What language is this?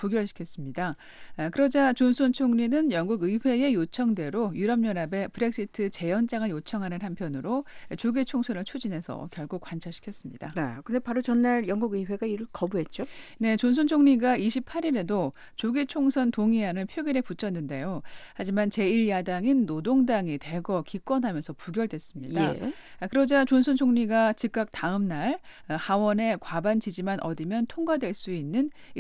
Korean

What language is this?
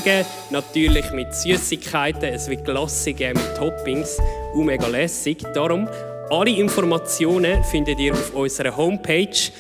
Swiss German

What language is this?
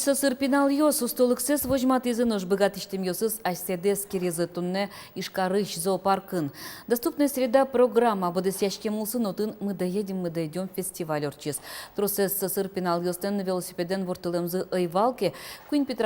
Udmurt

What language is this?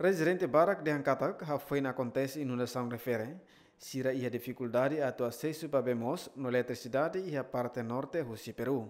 Tetum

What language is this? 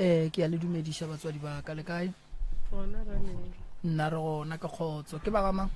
Northern Sotho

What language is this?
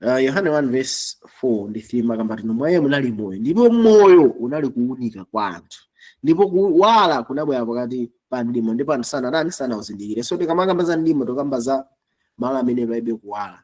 Nyanja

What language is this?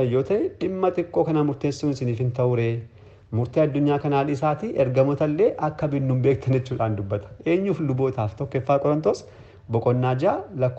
Oromo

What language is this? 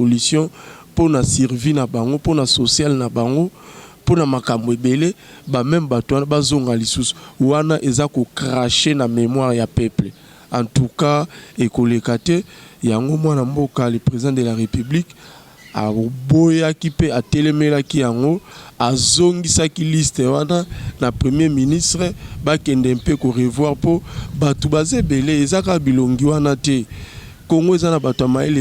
Lingala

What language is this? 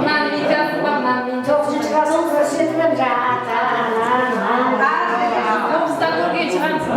Kara-Kalpak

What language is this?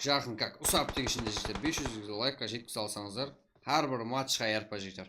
Kara-Kalpak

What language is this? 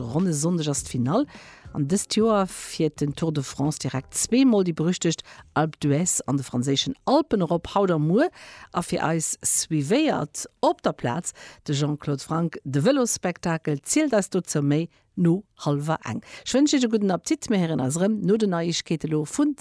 Luxembourgish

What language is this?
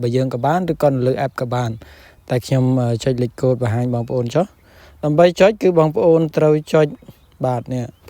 Khmer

